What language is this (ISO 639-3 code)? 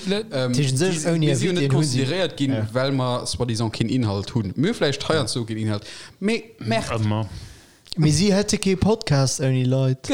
ltz